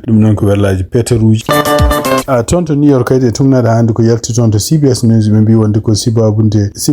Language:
Fula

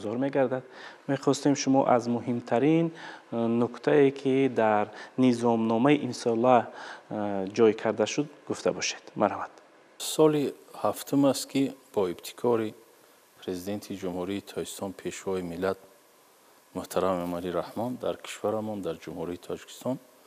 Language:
Tajik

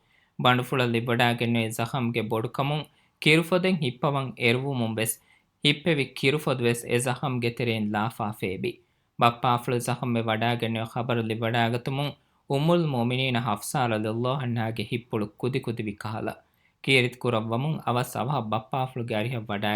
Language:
Divehi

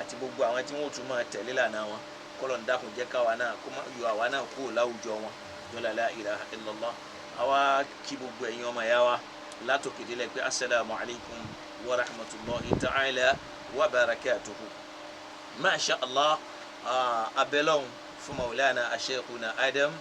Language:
Yoruba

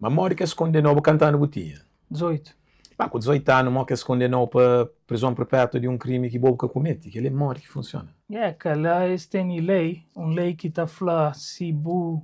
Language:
Kabuverdianu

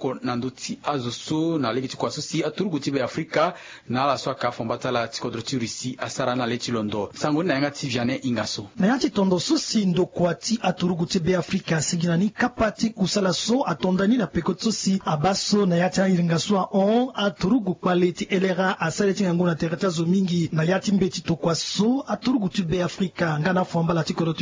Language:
Sango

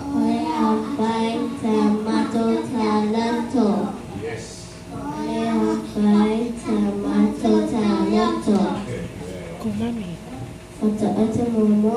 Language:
Samoan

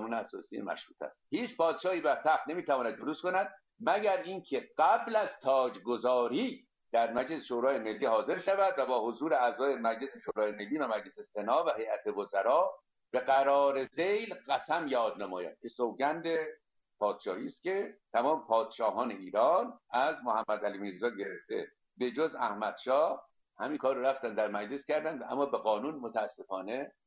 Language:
Persian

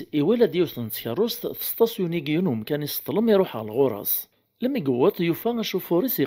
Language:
Kabyle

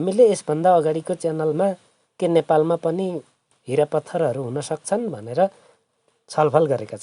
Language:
Nepali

